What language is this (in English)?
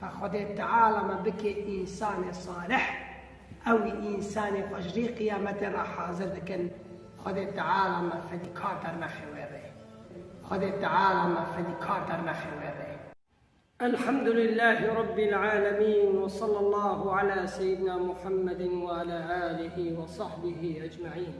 Kurdish